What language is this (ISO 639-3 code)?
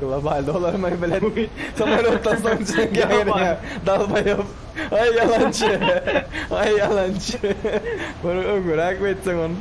tuk